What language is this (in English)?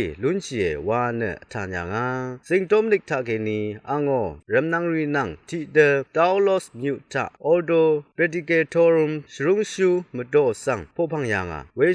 Rawang